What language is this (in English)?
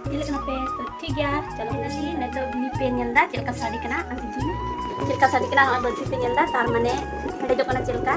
Santali